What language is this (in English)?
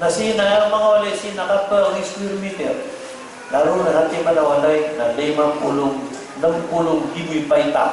Maranao